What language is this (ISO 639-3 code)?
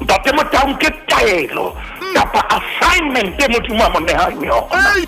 sot